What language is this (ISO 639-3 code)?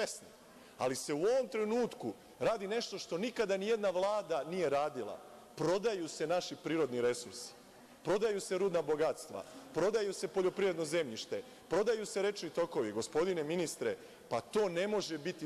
srp